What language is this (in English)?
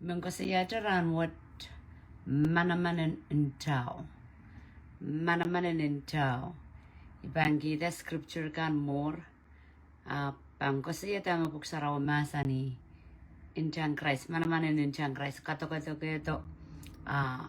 Pohnpeian